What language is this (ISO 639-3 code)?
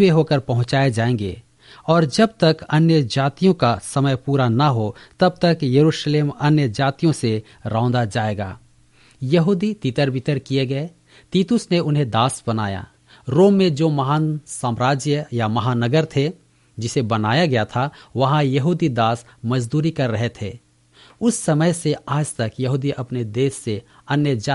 hin